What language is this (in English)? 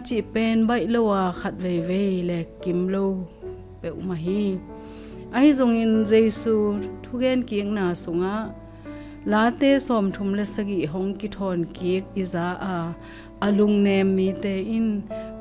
Tedim Chin